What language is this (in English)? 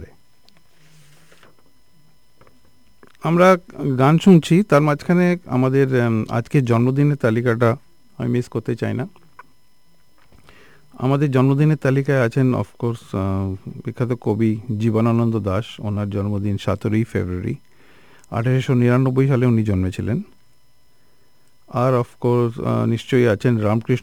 Bangla